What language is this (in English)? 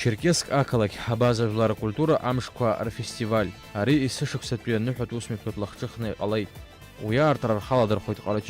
Abkhazian